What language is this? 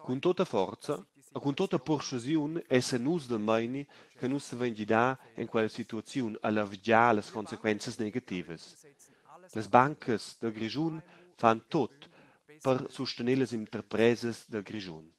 Romansh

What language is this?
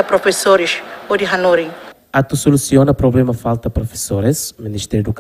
Tetum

